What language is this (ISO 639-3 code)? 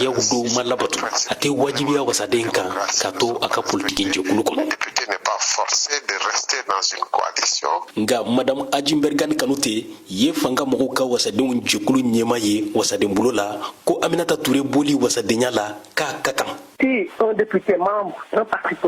bam